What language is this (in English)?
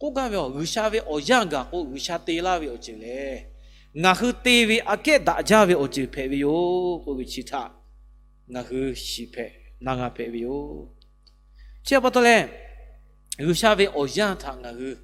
Lahu